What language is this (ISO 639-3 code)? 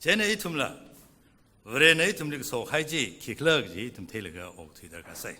nmf